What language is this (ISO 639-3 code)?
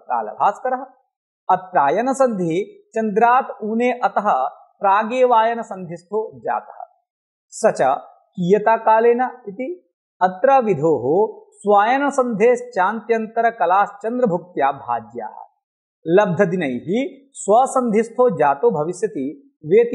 san